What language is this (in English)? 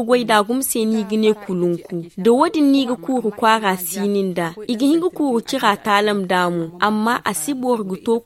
Zarma